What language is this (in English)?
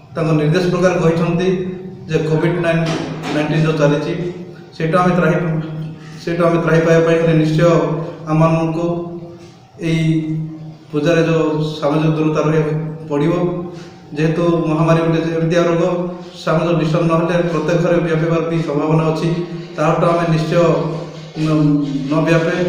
Odia